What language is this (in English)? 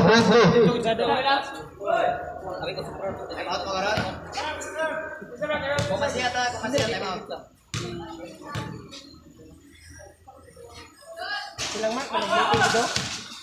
Cebuano